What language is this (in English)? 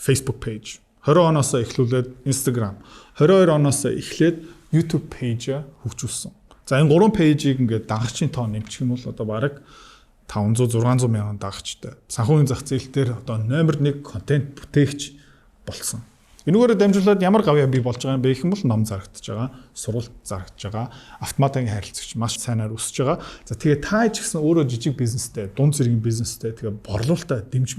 Mongolian